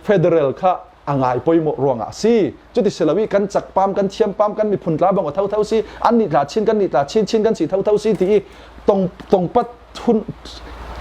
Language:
Falam Chin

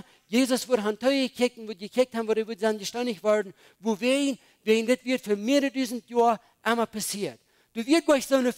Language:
Plautdietsch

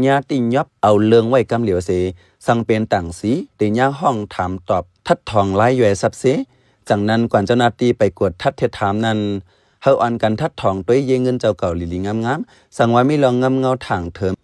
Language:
Shan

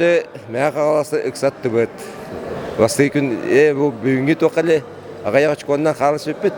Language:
Yakut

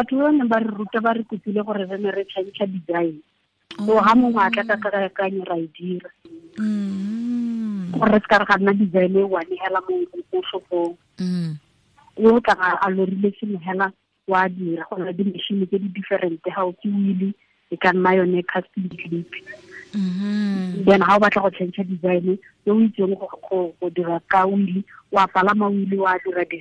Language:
Tswana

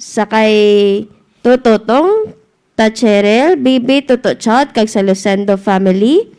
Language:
Hiligaynon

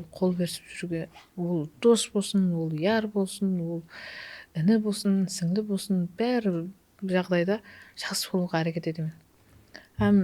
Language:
Kara-Kalpak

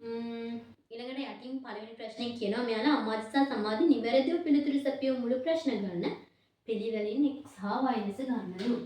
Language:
Sinhala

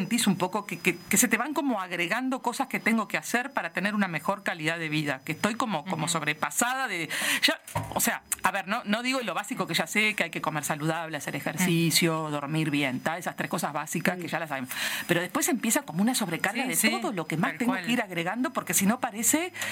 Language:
Spanish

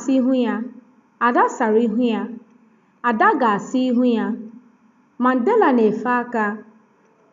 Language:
Igbo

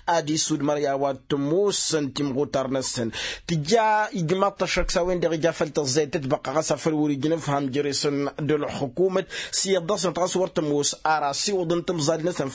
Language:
Tamasheq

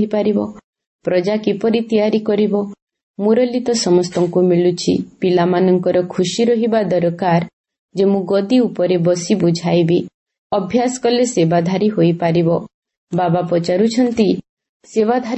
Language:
Odia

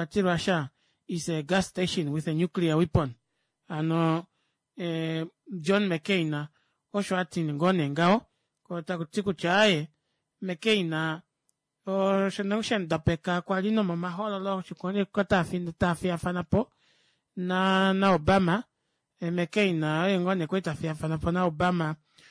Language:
Kuanyama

